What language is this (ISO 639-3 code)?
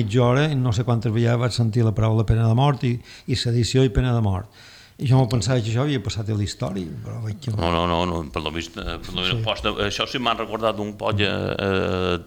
cat